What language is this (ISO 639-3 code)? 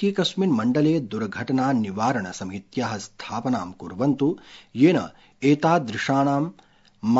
san